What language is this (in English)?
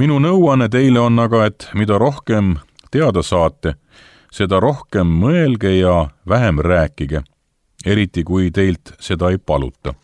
Estonian